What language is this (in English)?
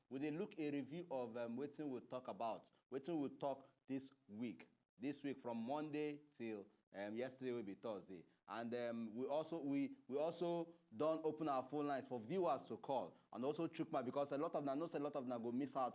Nigerian Pidgin